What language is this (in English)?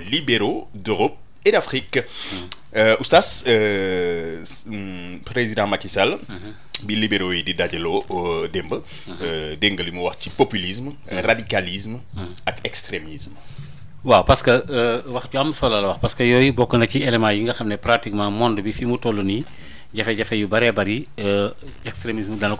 Wolof